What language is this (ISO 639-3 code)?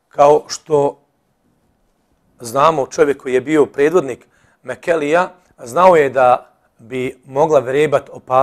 bos